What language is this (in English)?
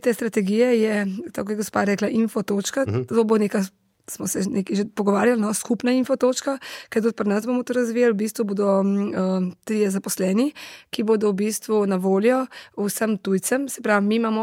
Slovenian